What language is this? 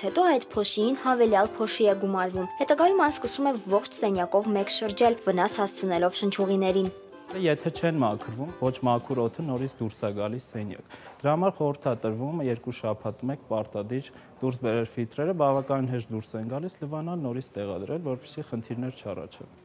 Armenian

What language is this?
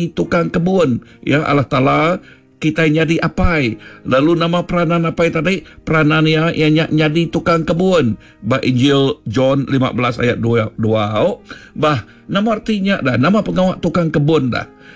Iban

